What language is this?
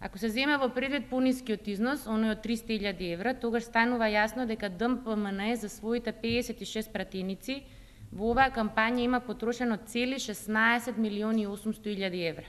Macedonian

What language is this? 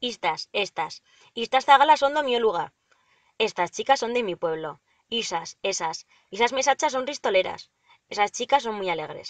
Aragonese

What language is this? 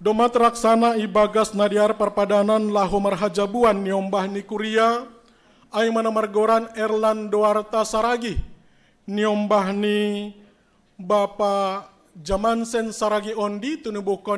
Batak Simalungun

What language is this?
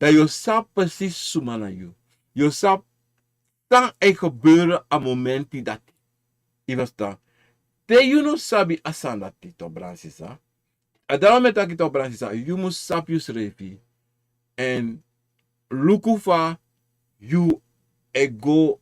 Sranan Tongo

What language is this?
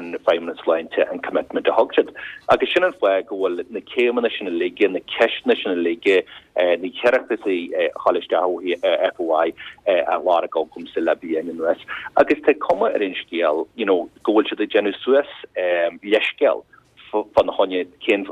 Irish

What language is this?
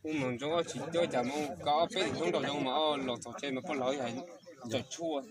Hmong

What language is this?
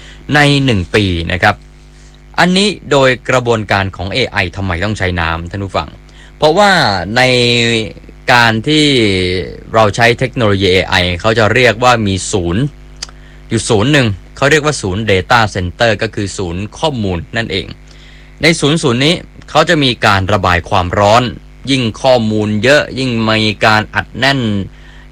Thai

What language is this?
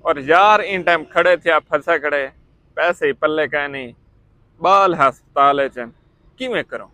Saraiki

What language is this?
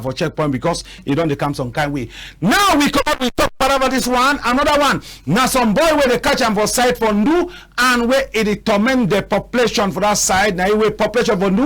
Cameroon Pidgin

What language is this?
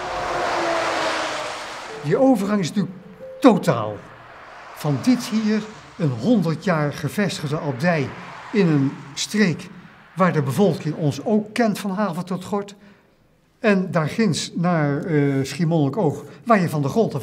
Dutch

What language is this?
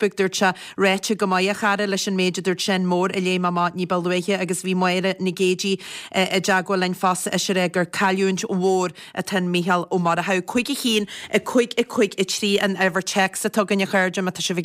Irish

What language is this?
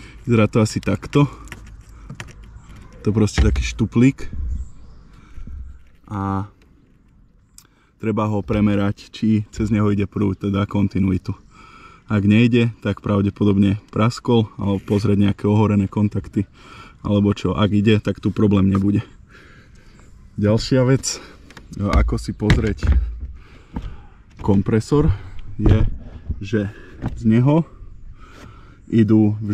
Slovak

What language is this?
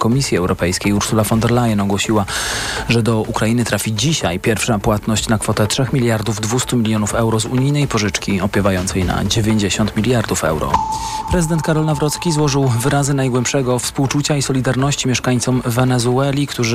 Polish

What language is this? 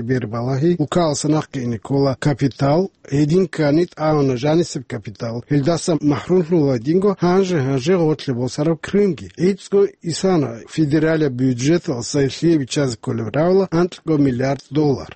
Avaric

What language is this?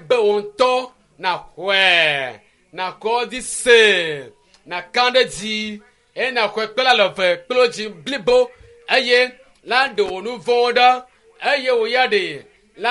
Ewe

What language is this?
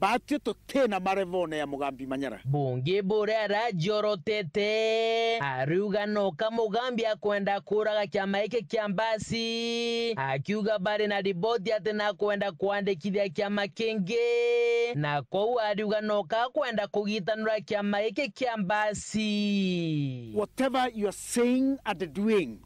Meru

